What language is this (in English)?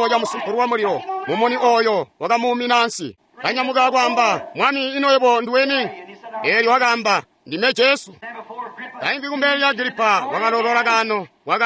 Tonga (Zambia)